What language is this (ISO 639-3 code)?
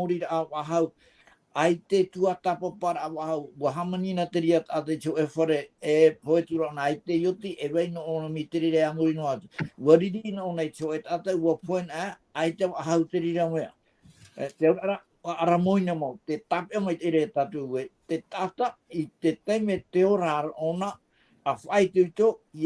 tah